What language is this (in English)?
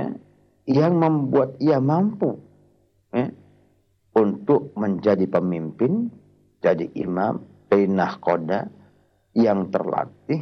Indonesian